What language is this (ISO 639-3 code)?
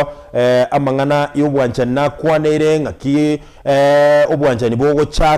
guz